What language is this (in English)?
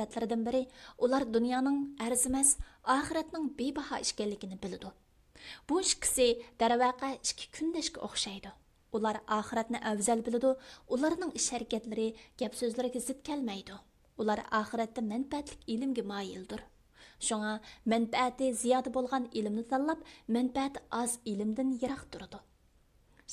Uyghur